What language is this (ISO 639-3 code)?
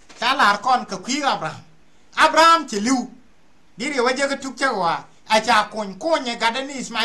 nus